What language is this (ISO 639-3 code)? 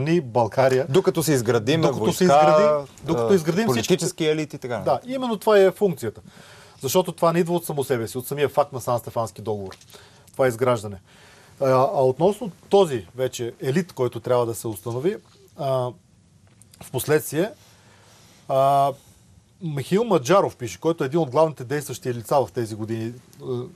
bul